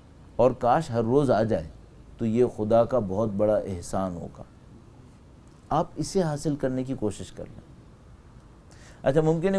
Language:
Urdu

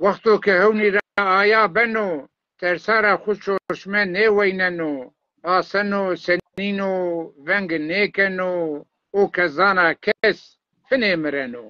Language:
Zaza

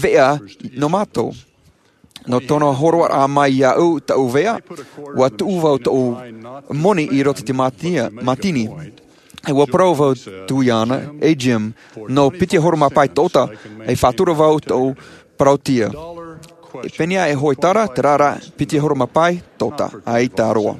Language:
Tahitian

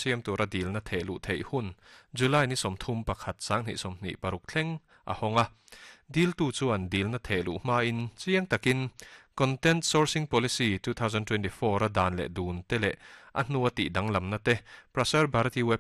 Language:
Mizo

